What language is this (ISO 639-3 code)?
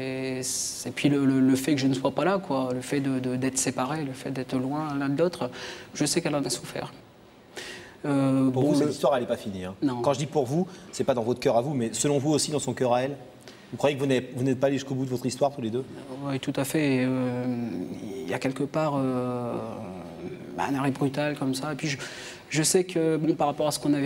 fra